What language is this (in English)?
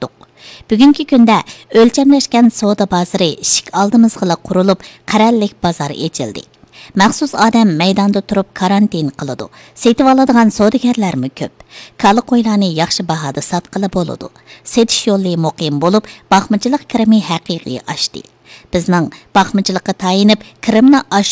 Uyghur